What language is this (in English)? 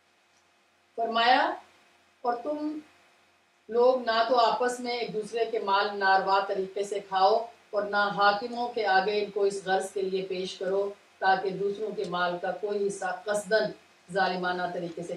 Urdu